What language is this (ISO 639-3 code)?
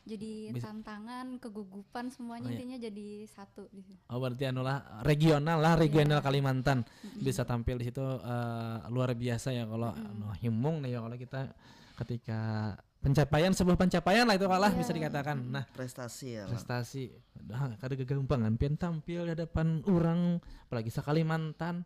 bjn